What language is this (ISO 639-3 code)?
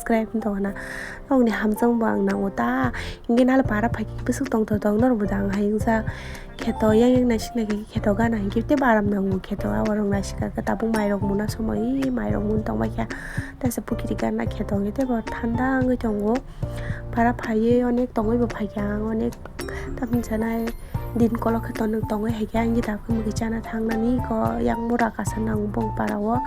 trp